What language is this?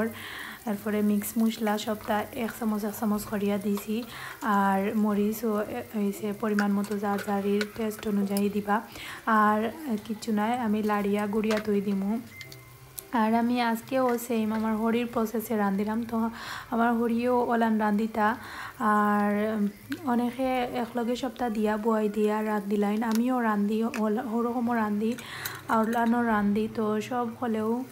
Sylheti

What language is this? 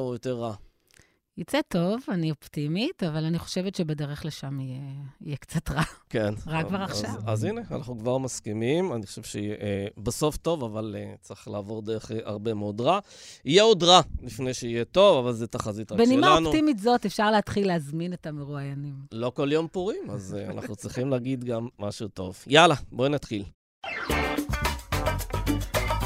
Hebrew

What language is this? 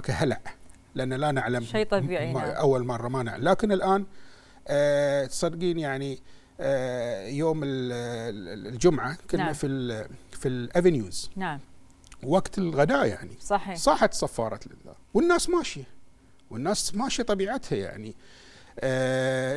Gulf Arabic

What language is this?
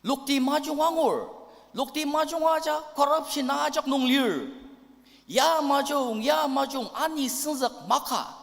Ao Naga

